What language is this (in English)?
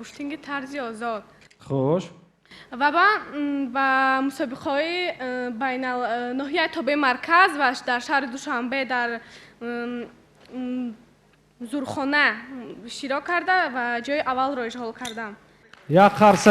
Tajik